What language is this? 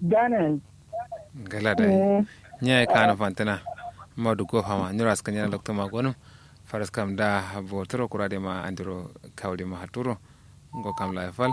Kanuri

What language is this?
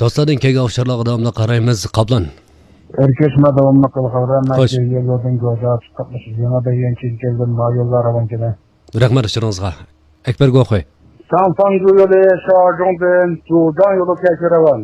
Uyghur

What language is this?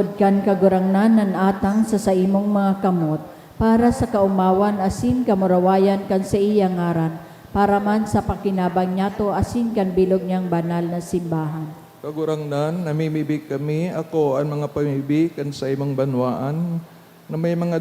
Bikol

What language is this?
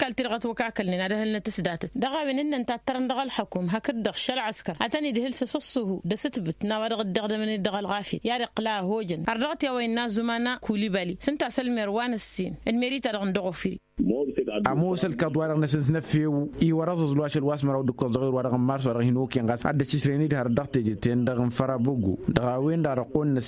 Tamasheq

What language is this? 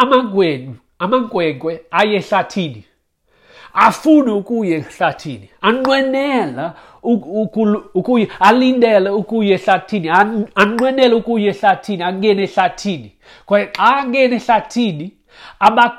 Xhosa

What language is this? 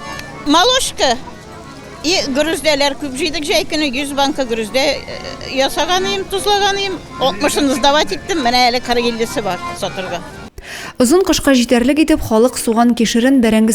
Tatar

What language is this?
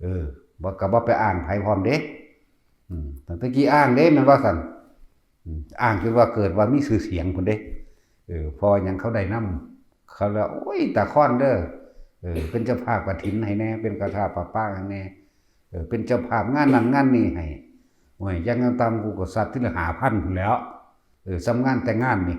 Northeastern Thai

